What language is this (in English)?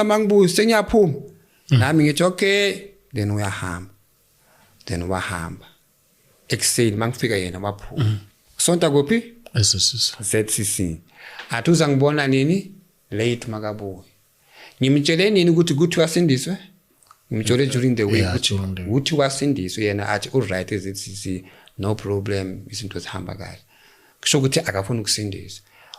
Zulu